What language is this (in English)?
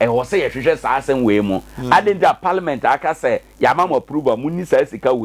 Akan